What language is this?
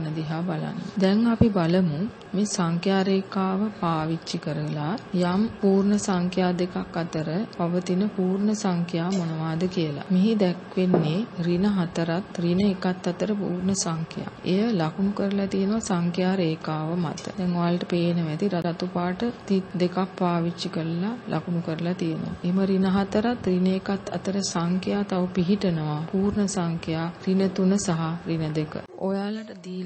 Sinhala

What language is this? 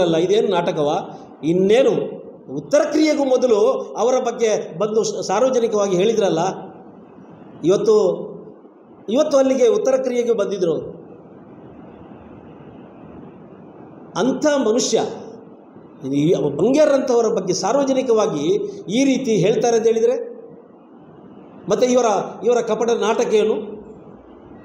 Kannada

